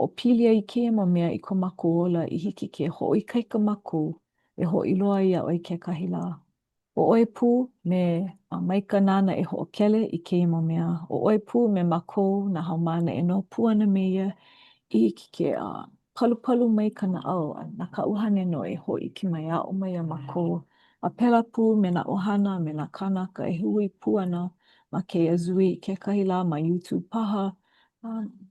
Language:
Hawaiian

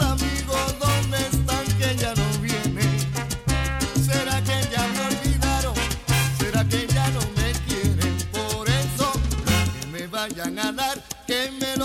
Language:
Spanish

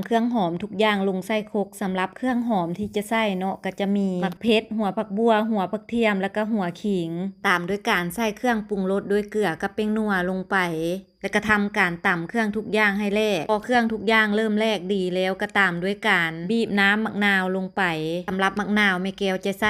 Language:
Lao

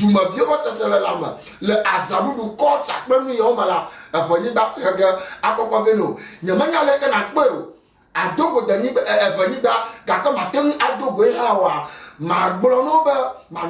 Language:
Ewe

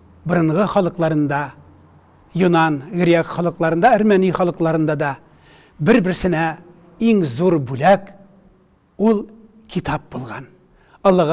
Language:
Tatar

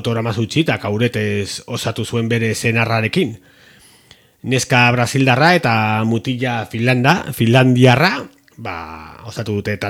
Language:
Basque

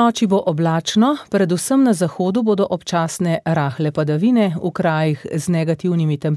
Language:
Slovenian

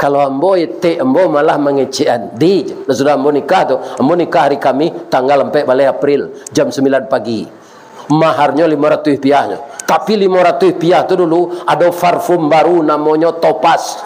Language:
Minangkabau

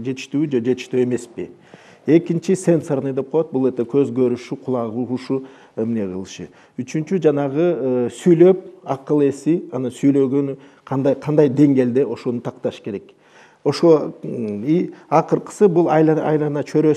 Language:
Kyrgyz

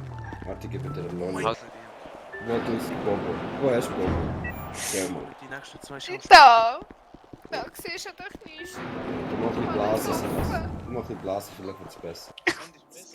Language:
Swiss German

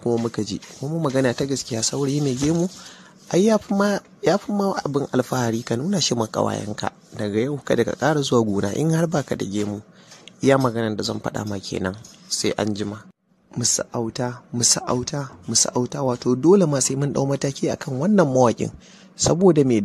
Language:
Hausa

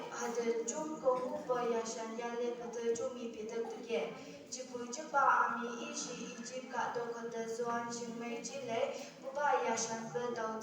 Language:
Phom Naga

